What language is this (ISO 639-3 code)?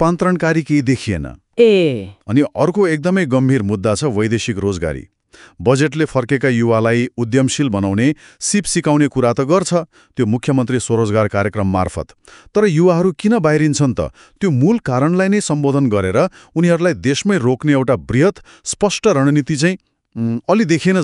nep